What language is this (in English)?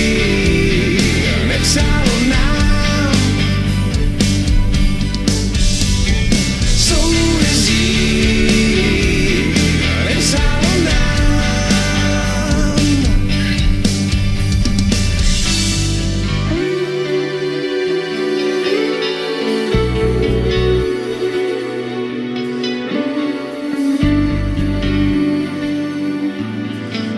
Czech